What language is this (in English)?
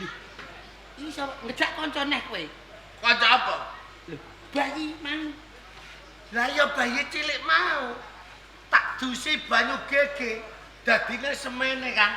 Javanese